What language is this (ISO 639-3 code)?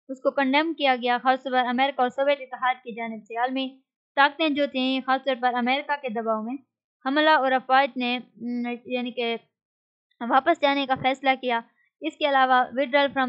urd